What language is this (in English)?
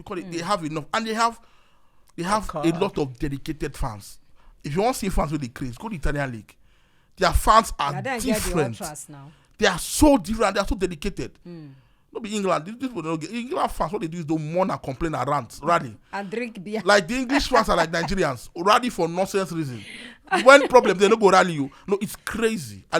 Nigerian Pidgin